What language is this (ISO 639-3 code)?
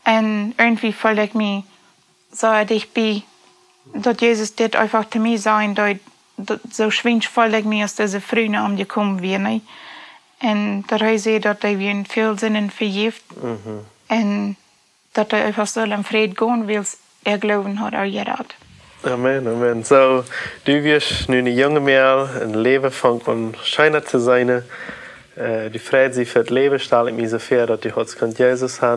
pdt